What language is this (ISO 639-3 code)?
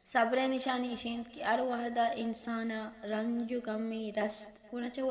bal